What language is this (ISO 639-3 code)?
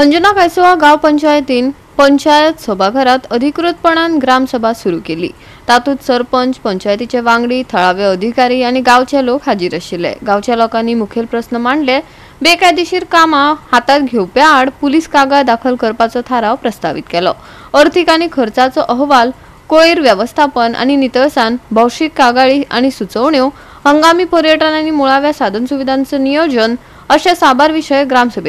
kok